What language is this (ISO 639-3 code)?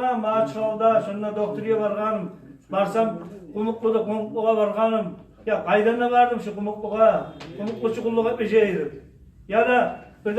kum